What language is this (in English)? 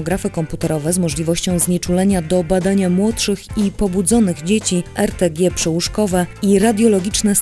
Polish